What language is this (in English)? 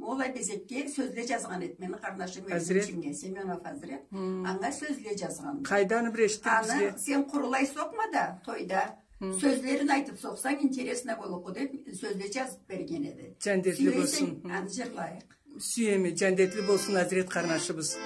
Karachay-Balkar